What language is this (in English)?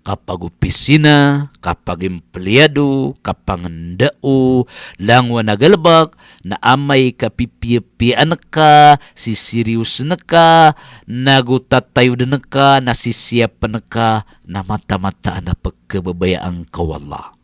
Maranao